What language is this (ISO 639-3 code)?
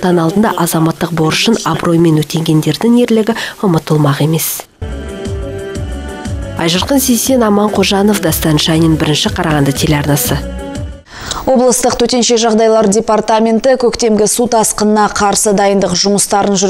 kaz